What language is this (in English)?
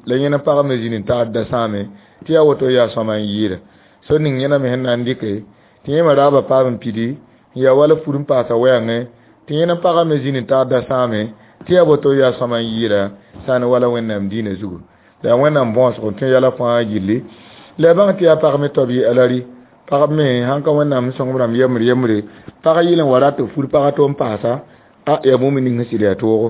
Mossi